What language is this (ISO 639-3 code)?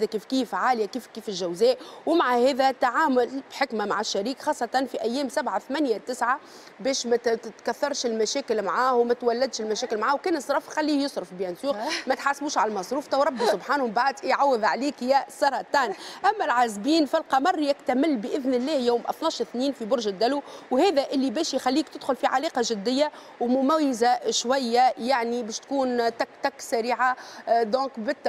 aeb